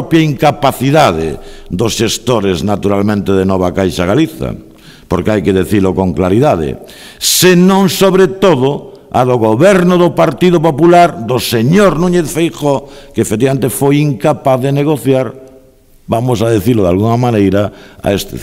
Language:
Galician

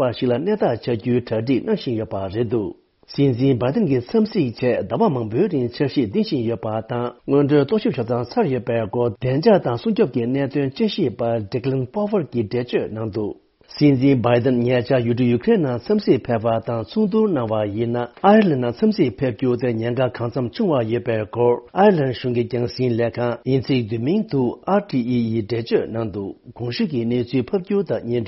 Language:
Tibetan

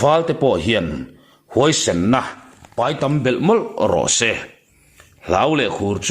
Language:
Mizo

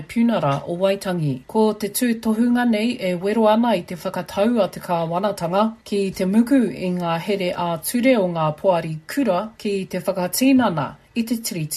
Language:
Māori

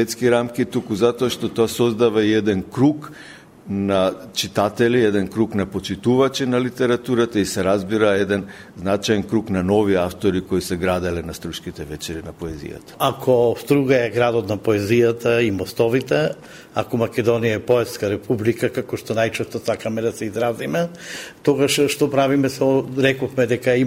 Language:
Macedonian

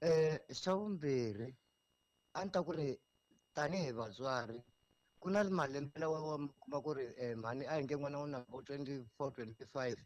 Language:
Tsonga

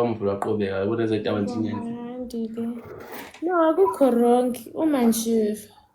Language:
Zulu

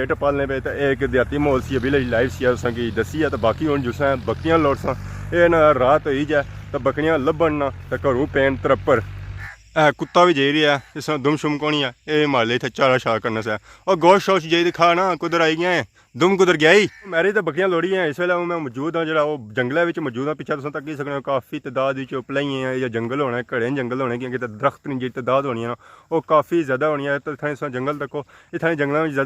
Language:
Pahari-Potwari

